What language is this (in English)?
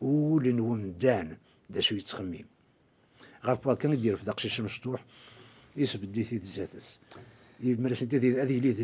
Kabyle